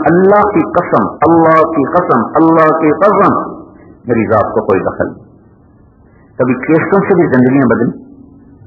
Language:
Urdu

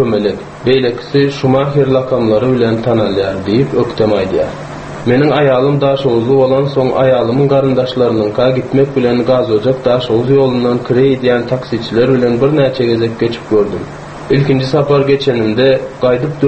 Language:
Turkmen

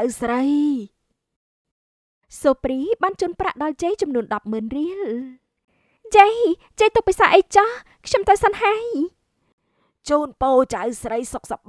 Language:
Khmer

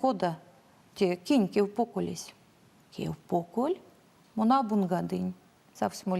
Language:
Erzya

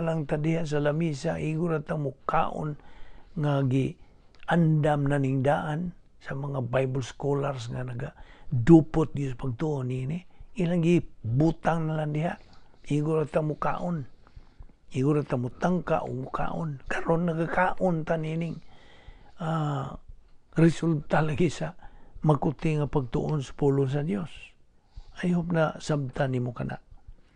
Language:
Cebuano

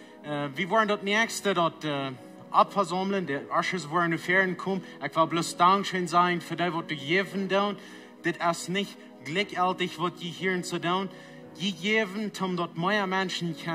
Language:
Plautdietsch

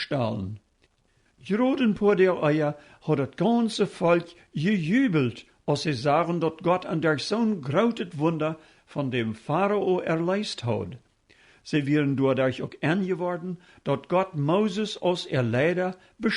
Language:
Plautdietsch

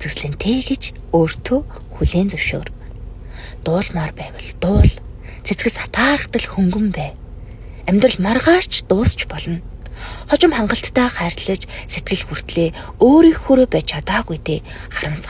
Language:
Mongolian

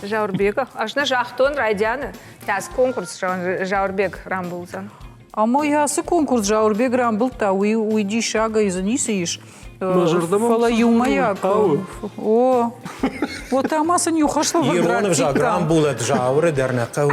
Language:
Ossetic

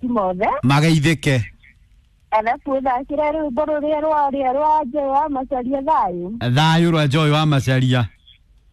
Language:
Kikuyu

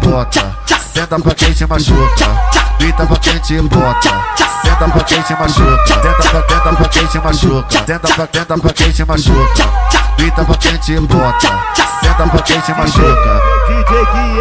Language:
Portuguese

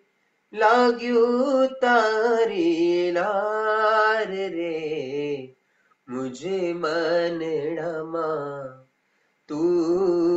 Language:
Gujarati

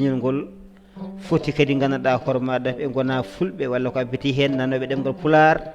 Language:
Fula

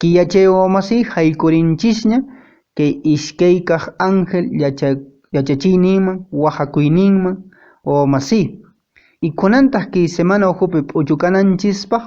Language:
Quechua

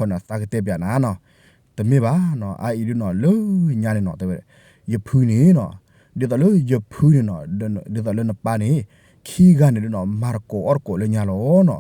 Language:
S'gaw Karen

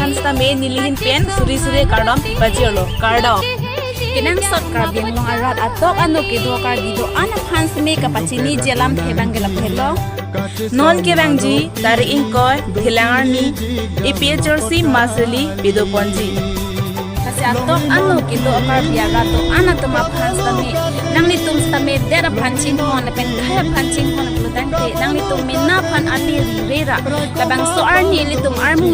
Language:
Karbi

